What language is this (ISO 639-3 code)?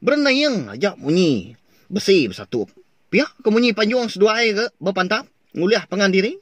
iba